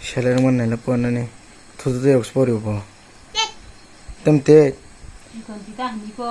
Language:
Kok Borok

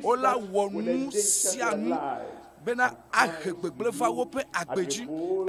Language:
Ewe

